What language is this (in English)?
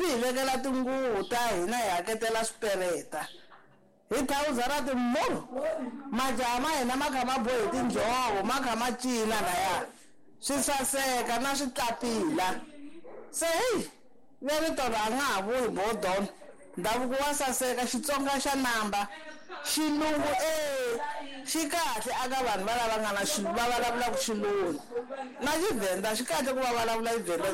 Tsonga